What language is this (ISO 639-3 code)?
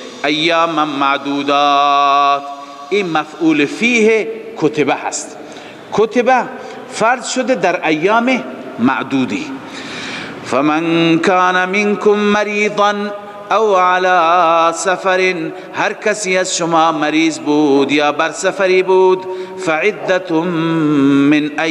fas